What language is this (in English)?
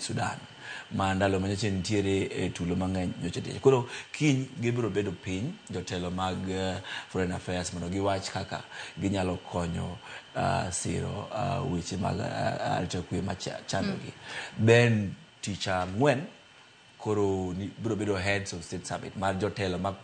Luo (Kenya and Tanzania)